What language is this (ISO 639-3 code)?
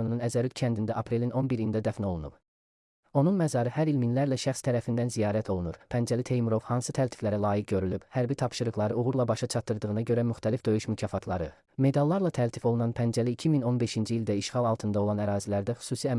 aze